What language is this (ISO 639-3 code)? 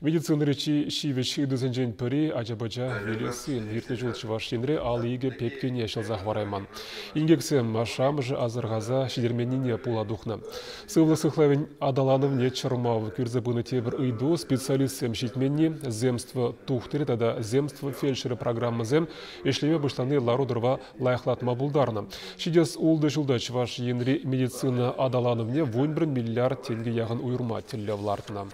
chv